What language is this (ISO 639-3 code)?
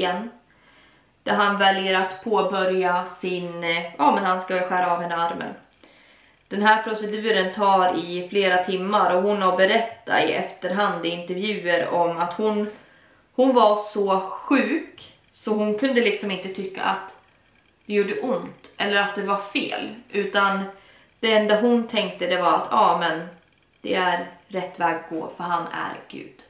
swe